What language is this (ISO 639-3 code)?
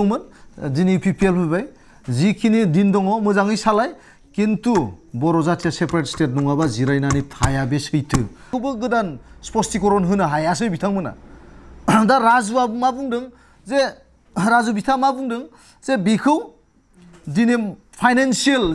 brx